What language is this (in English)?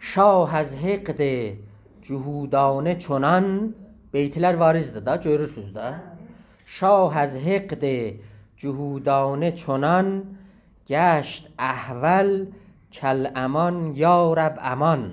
South Azerbaijani